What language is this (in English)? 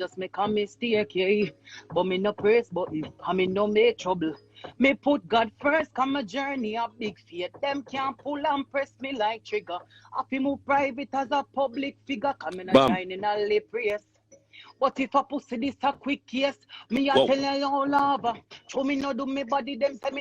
Jamaican Creole English